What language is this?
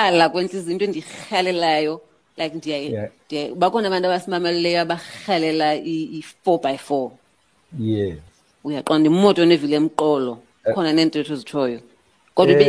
Xhosa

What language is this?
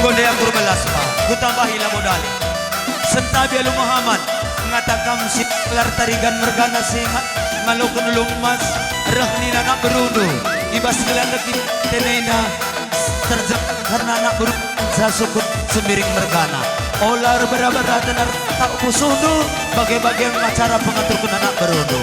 Batak Karo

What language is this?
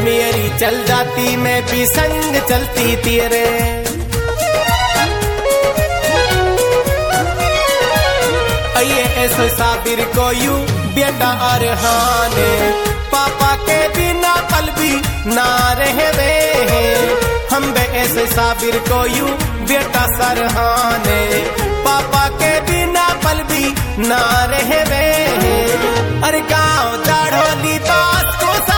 Haryanvi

